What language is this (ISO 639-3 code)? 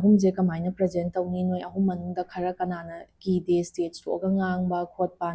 mni